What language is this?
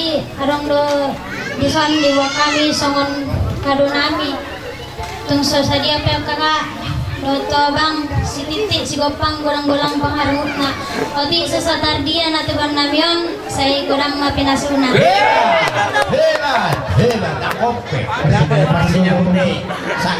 Batak Toba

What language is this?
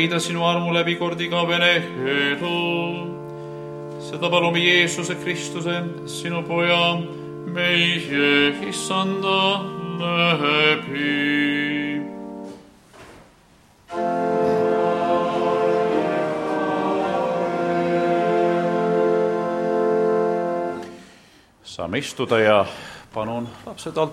Estonian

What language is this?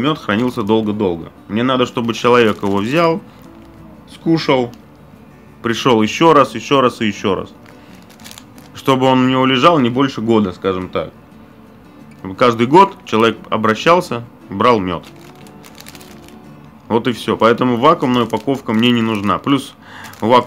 Russian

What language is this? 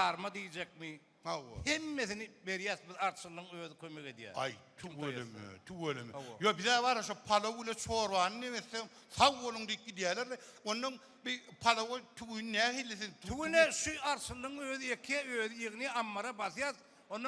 Turkmen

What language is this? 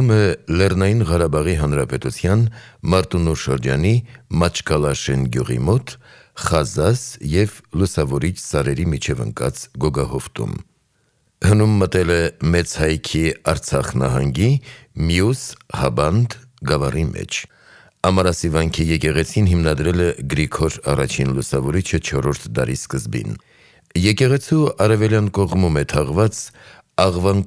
Armenian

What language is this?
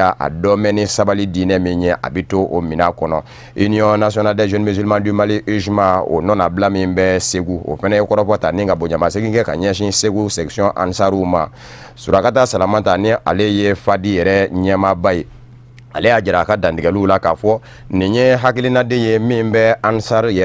Bambara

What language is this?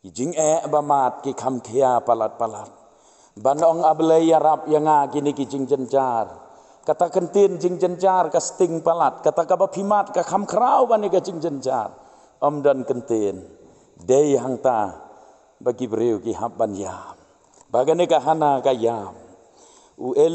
Khasi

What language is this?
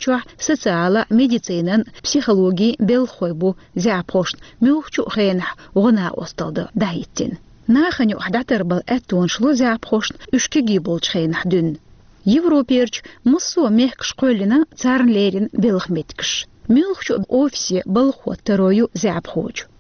Chechen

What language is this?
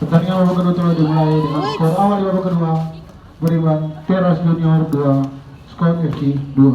Ambonese Malay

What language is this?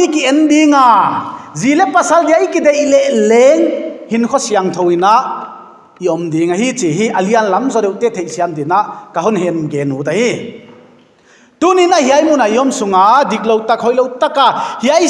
Paite Chin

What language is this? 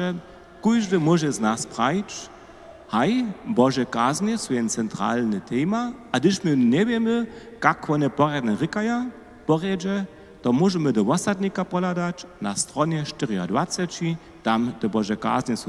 Upper Sorbian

